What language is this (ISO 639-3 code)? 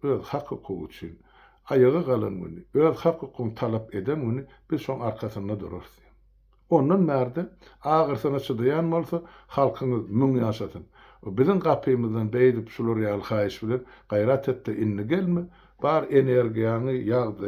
tuk